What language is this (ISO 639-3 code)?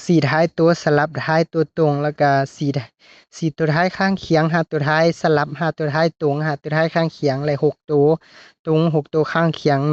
lao